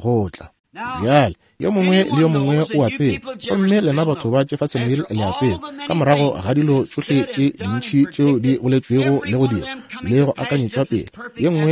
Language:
Northern Sotho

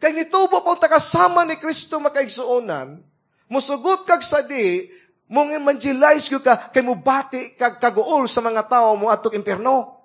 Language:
Cebuano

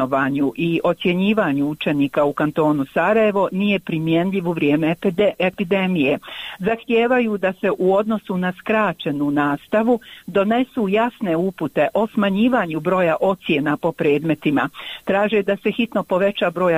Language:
Bosnian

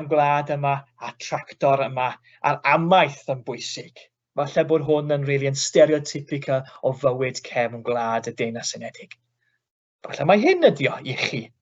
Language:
Welsh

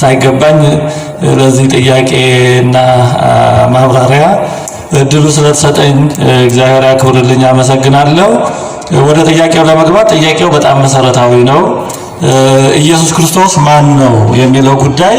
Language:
Amharic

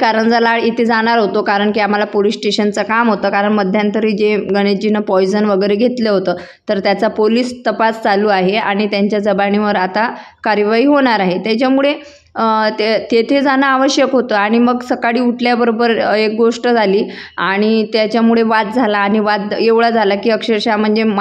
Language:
Marathi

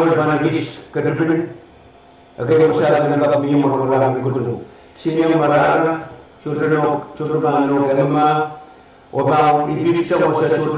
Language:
Pohnpeian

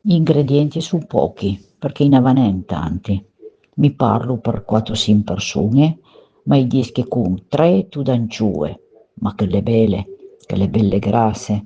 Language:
Piedmontese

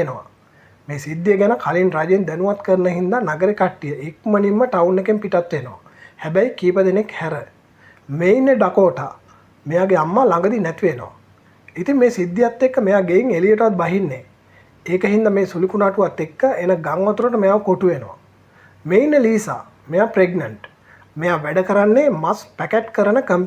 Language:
Sinhala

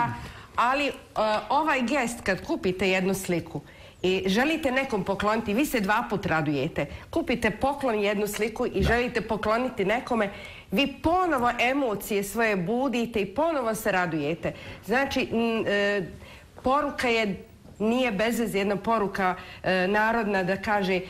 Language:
Bosnian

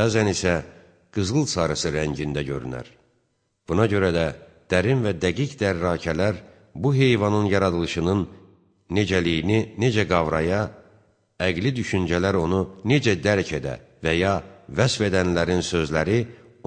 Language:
Azerbaijani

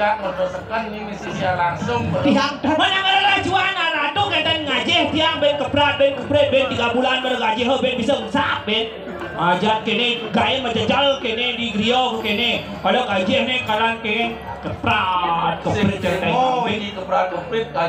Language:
Balinese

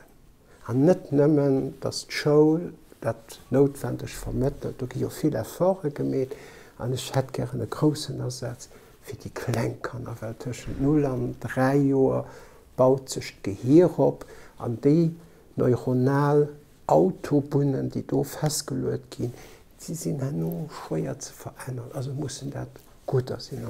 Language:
Luxembourgish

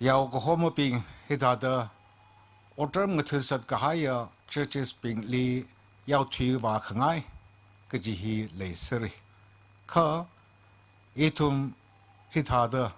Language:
Tangkhul Naga (India)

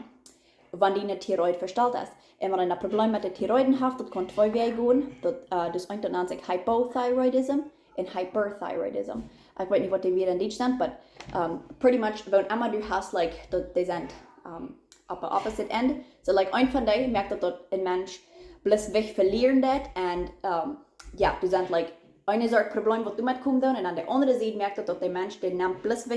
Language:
Plautdietsch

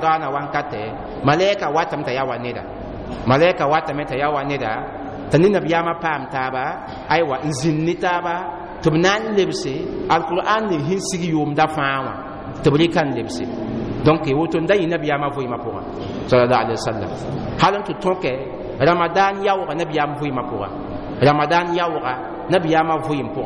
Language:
Mossi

